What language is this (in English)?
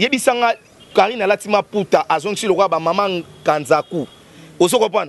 Lingala